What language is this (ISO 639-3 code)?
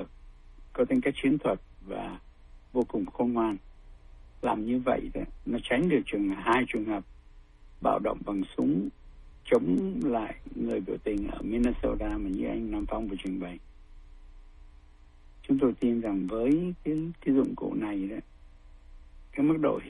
vie